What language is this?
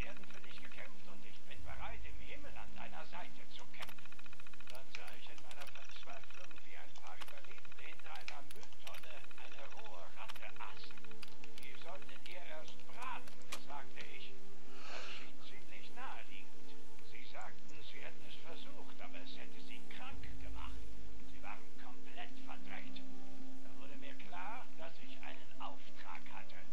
Swiss German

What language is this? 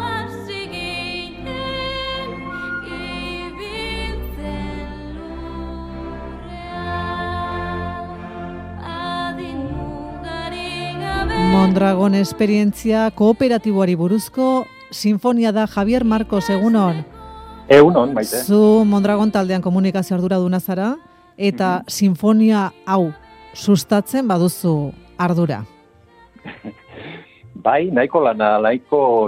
Basque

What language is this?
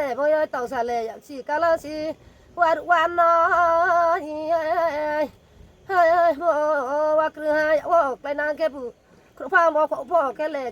Riang (India)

